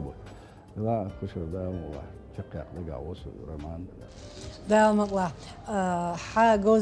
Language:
Chechen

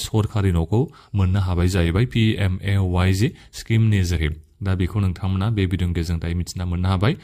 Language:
Bodo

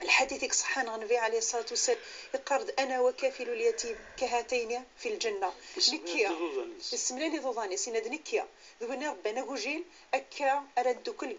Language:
Kabyle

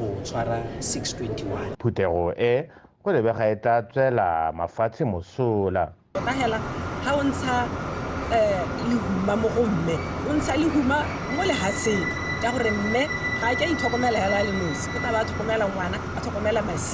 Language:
Tswana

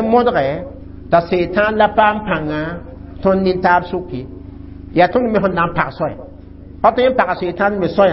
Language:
Mossi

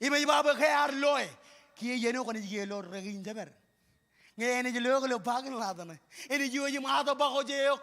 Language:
Marshallese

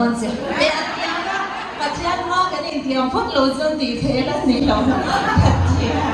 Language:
Mizo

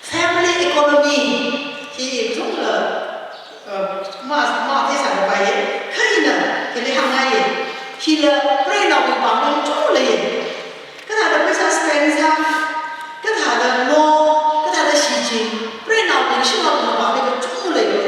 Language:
Tangkhul Naga (India)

